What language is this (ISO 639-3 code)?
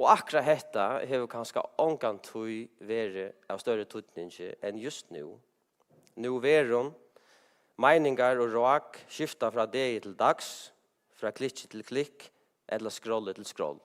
fao